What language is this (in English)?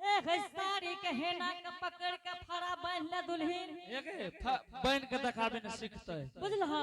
Angika